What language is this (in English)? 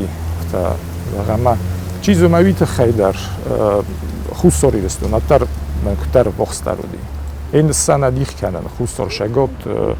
Ossetic